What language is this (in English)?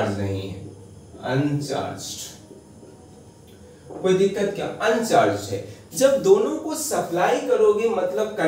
Hindi